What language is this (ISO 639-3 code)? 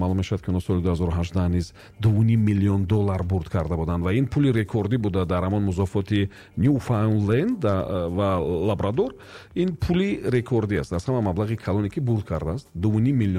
tgk